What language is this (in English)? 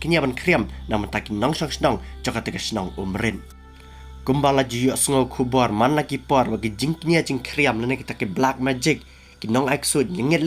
Khasi